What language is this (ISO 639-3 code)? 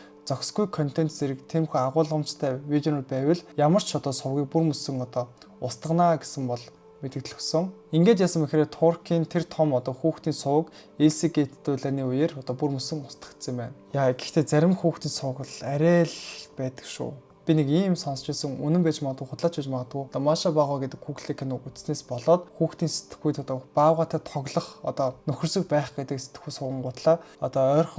mon